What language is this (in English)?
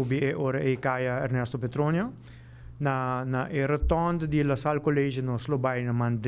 Papiamento